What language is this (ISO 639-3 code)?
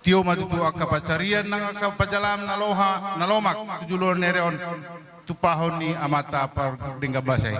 bbc